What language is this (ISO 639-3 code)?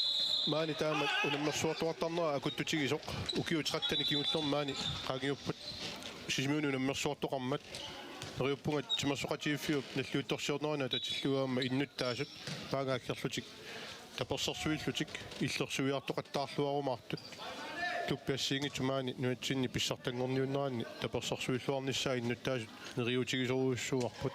kal